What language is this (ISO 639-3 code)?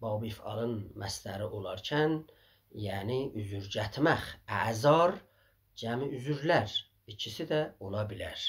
azb